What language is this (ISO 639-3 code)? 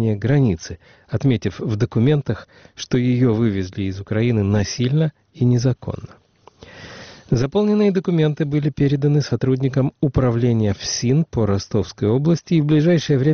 rus